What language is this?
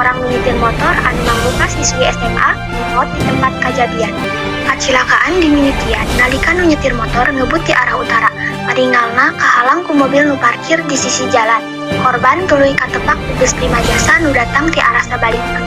Sundanese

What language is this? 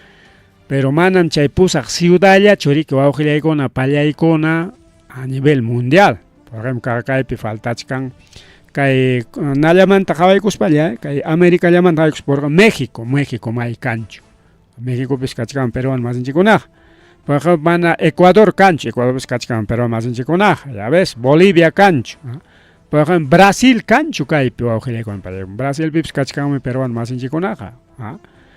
Ayacucho Quechua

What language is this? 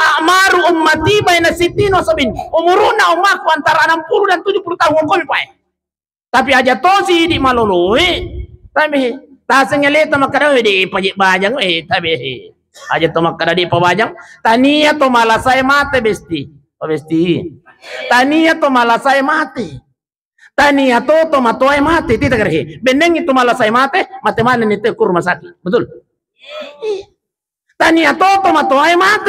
Buginese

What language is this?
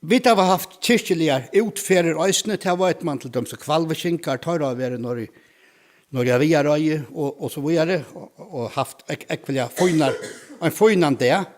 Faroese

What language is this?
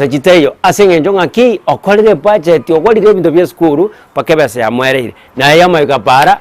Gusii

